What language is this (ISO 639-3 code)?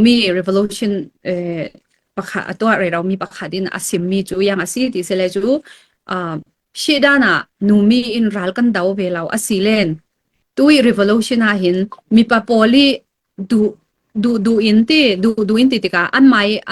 cfm